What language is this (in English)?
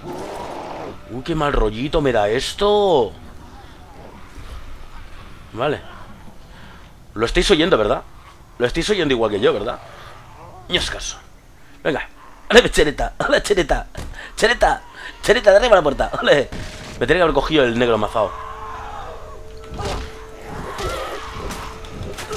Spanish